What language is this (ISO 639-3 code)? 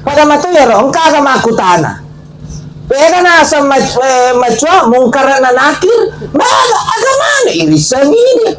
bug